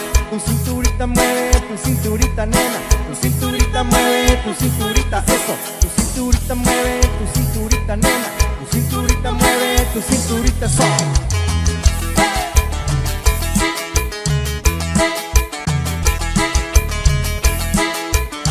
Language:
Spanish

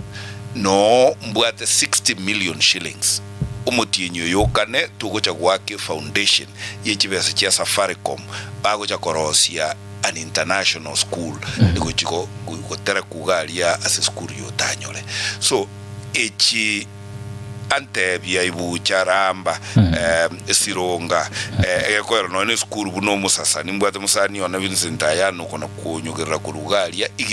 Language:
Gusii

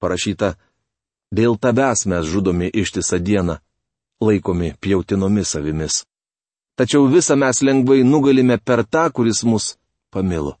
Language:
Lithuanian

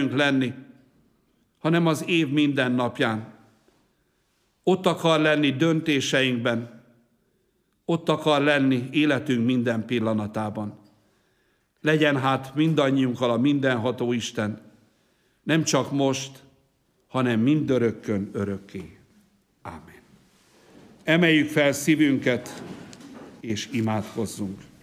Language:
Hungarian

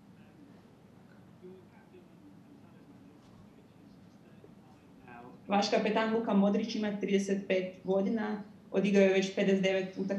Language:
Croatian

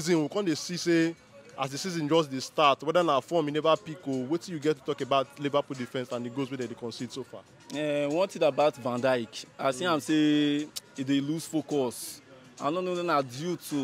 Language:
Nigerian Pidgin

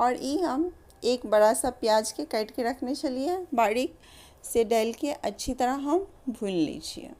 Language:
Maithili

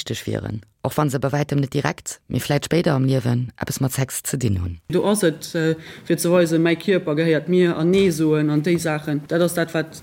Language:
Luxembourgish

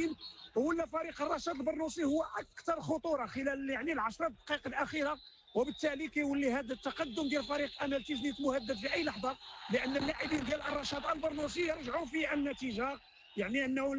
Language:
Moroccan Arabic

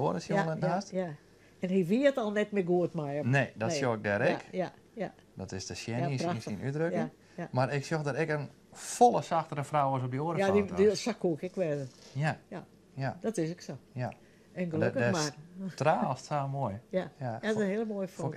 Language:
Western Frisian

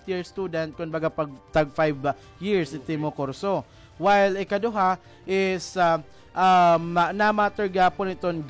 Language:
Waray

